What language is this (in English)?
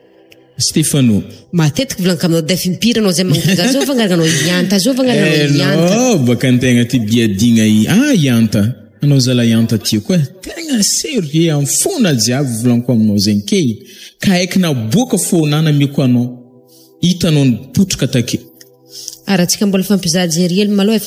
Malagasy